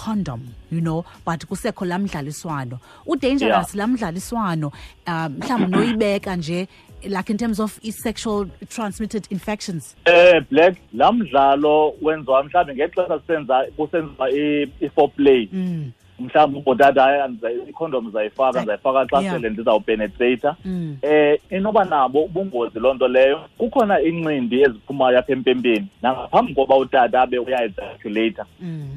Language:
Xhosa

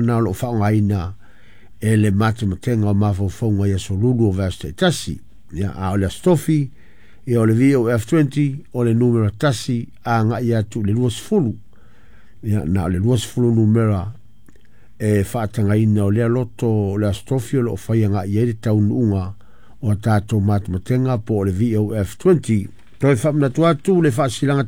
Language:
Samoan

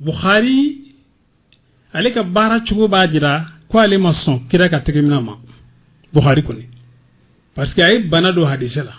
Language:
Bambara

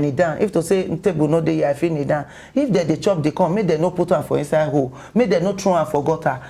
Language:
Nigerian Pidgin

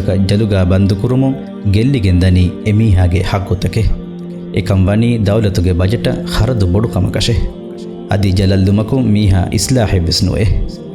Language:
Divehi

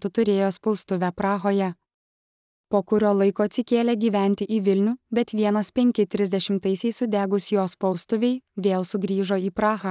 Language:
Lithuanian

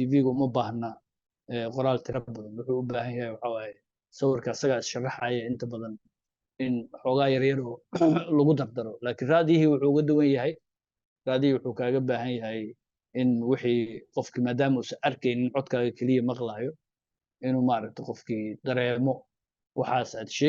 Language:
Somali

